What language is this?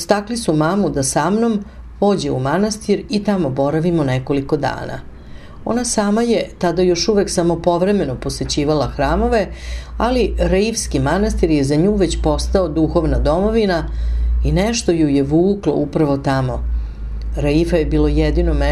Serbian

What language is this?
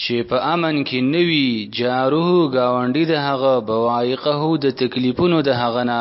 Pashto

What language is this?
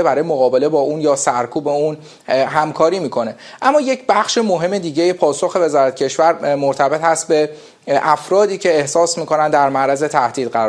Persian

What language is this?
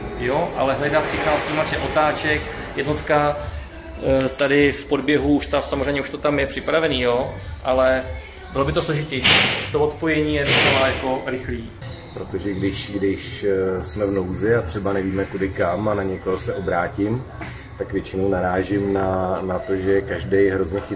Czech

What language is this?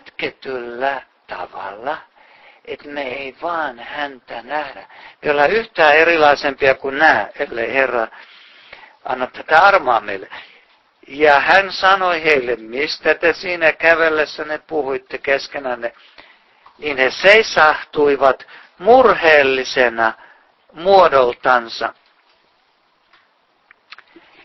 Finnish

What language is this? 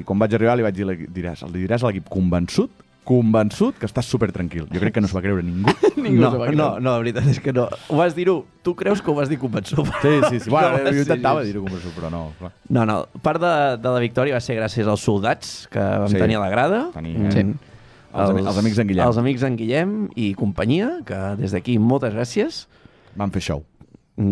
Catalan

